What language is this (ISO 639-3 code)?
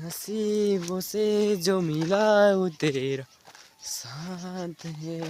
nep